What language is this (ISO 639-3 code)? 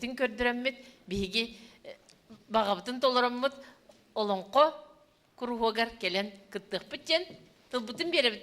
sah